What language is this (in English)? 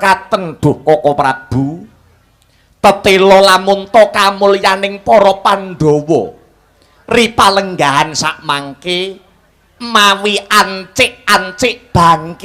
Javanese